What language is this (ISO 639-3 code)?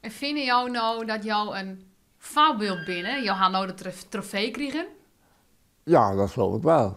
fry